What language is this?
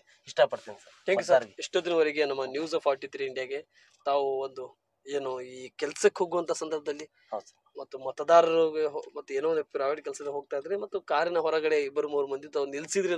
Kannada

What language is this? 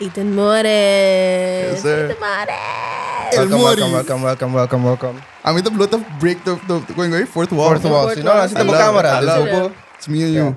Papiamento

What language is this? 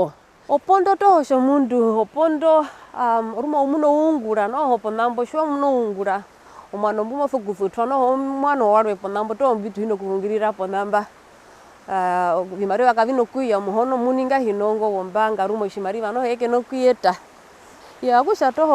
Herero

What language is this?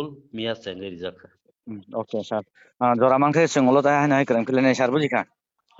Kok Borok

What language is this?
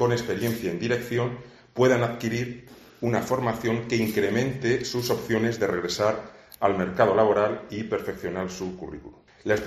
Spanish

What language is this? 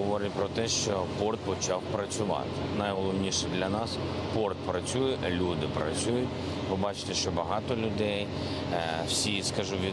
Ukrainian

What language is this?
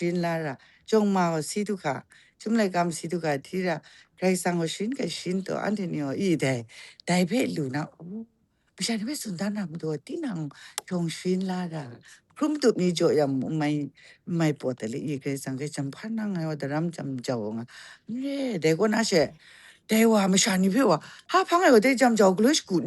Kachin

